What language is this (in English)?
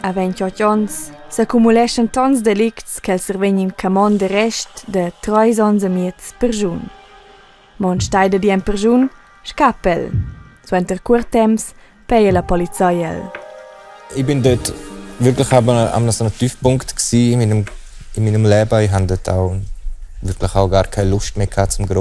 Romansh